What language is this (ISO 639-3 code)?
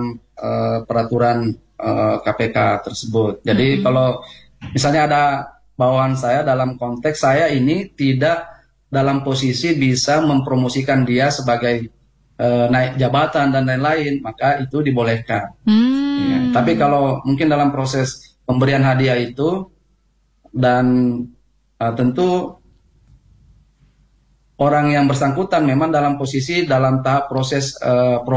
ind